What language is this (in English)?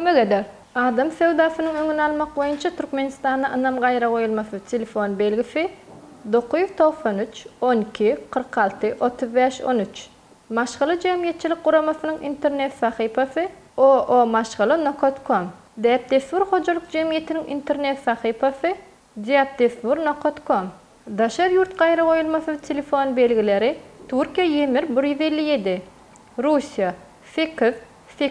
Turkmen